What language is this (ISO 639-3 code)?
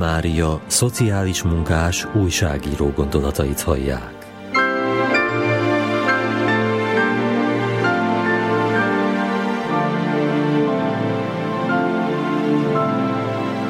hun